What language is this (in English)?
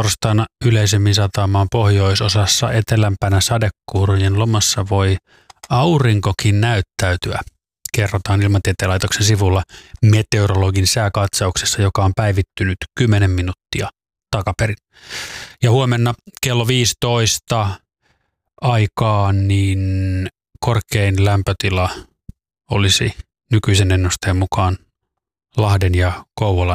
Finnish